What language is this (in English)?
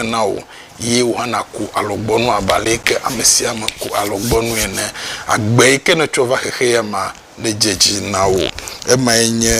Ewe